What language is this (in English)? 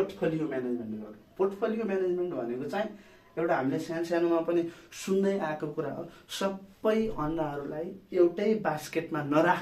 Nepali